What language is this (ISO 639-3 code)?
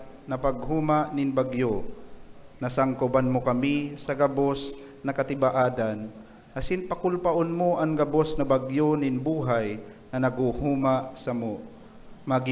bik